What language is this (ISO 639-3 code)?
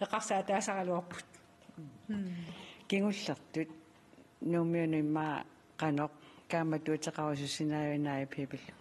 kal